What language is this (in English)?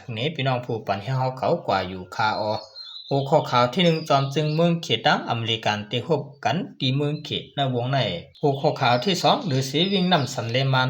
Shan